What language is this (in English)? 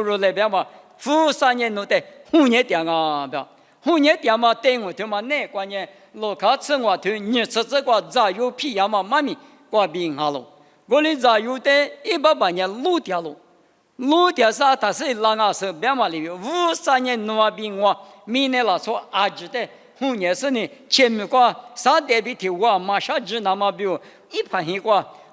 Lisu